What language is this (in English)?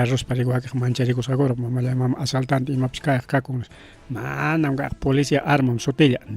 Ayacucho Quechua